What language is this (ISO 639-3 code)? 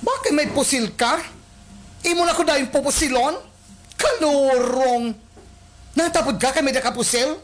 war